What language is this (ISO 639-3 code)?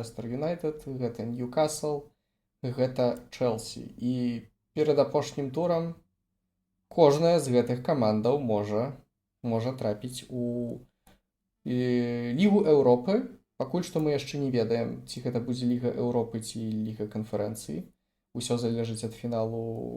bel